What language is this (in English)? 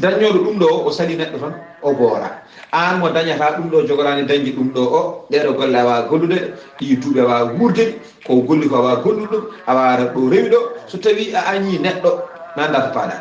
Fula